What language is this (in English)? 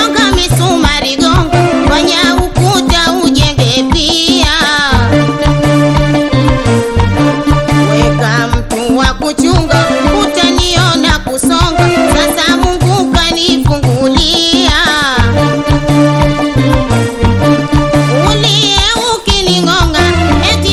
Swahili